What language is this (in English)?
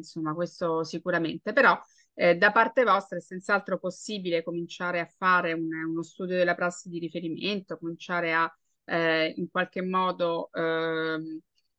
Italian